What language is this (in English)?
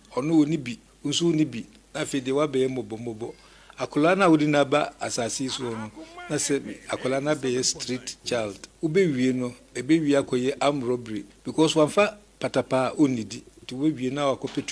Akan